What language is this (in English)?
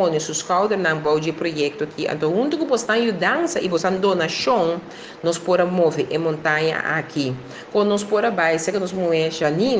Papiamento